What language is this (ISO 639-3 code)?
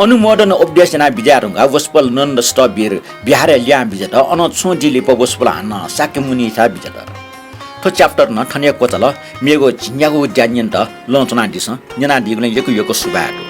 new